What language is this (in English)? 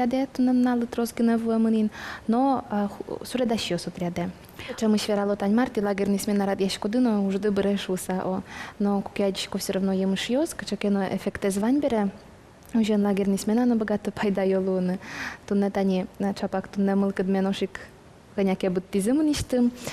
Udmurt